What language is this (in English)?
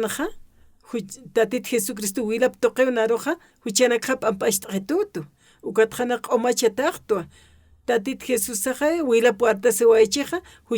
Aymara